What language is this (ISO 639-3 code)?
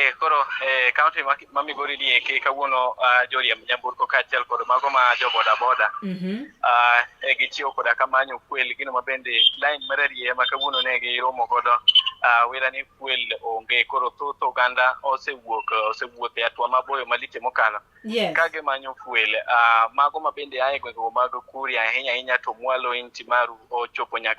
luo